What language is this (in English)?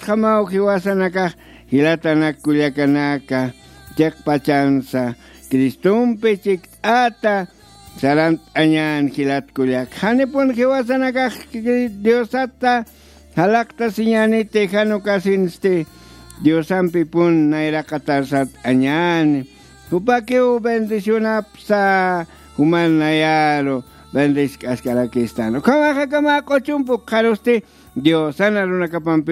Aymara